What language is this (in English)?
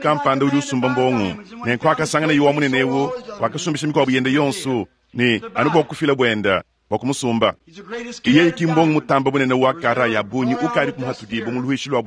Luba-Lulua